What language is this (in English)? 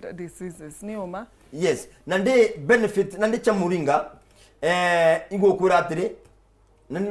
Meru